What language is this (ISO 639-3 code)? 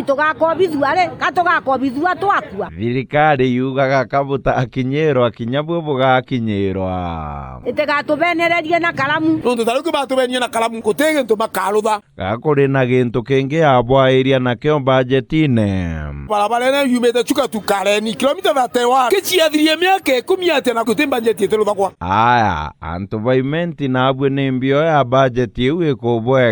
mer